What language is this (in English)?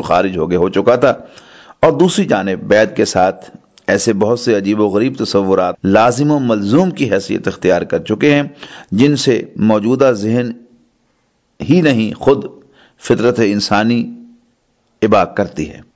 Urdu